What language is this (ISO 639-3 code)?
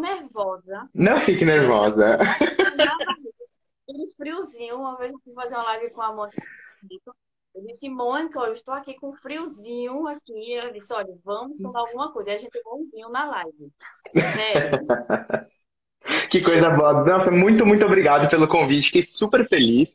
por